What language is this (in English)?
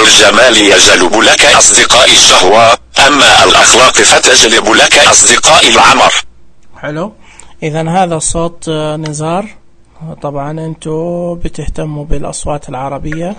Najdi Arabic